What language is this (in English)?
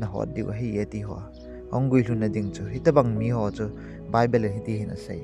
Thado Chin